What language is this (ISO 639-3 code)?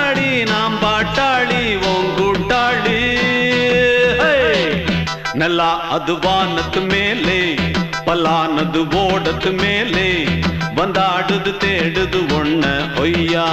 tam